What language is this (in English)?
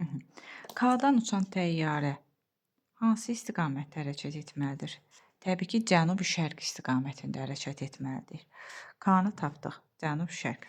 Azerbaijani